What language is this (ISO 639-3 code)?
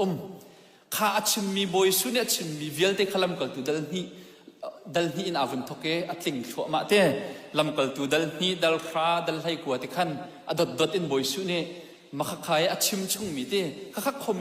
cnh